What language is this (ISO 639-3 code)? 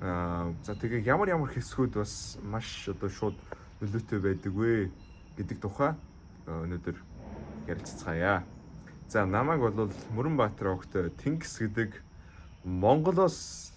mon